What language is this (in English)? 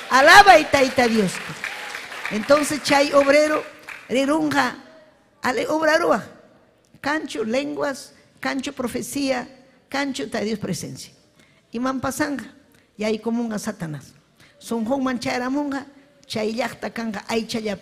Ayacucho Quechua